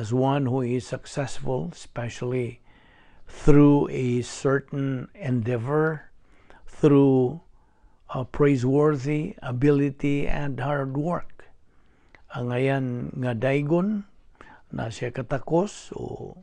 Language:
Cebuano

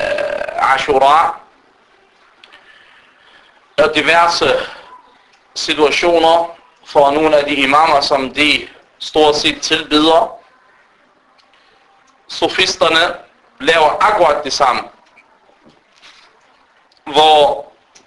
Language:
Danish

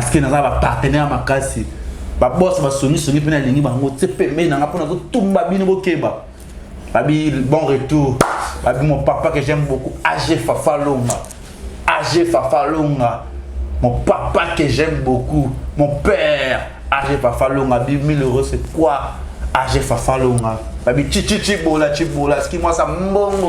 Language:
Lingala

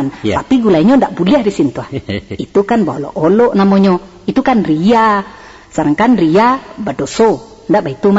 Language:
Minangkabau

